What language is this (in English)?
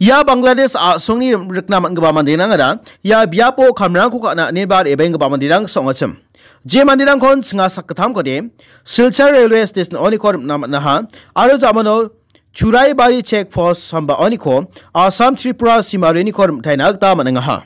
Garo